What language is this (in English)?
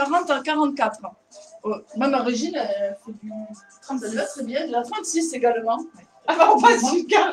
French